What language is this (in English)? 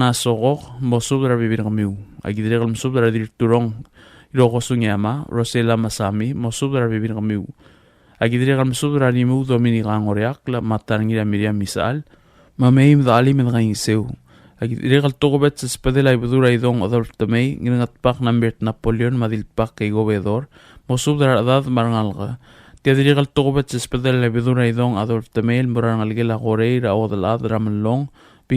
Palauan